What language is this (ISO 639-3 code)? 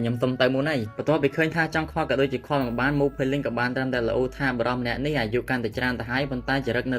khm